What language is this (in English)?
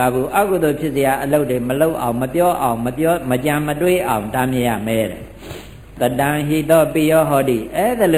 Burmese